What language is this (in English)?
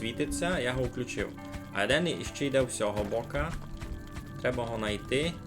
Rusyn